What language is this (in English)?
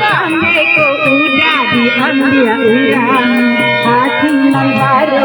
Minangkabau